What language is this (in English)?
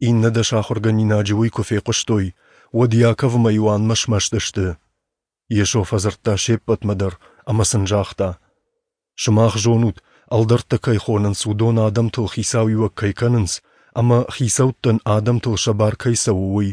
Ossetic